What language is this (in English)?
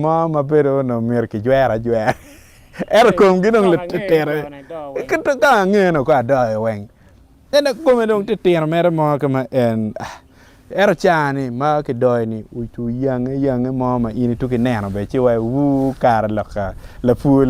Acoli